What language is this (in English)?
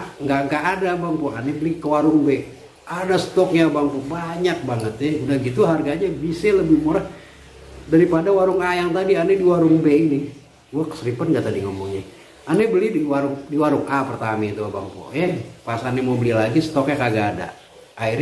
Betawi